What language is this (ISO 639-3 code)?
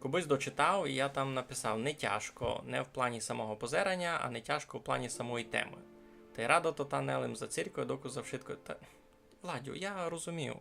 rue